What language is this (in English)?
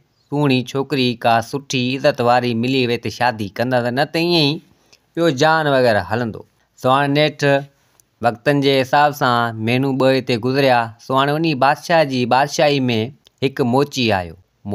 Sindhi